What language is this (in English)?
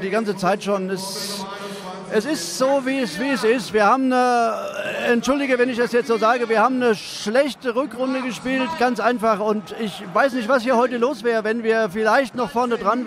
German